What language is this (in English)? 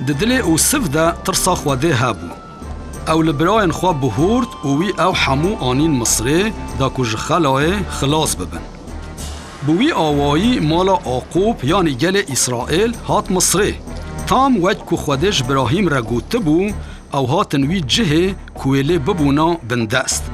Kurdish